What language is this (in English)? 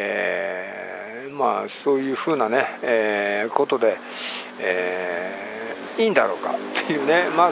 Japanese